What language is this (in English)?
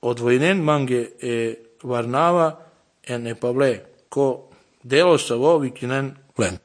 Serbian